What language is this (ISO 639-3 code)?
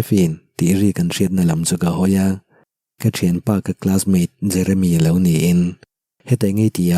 lus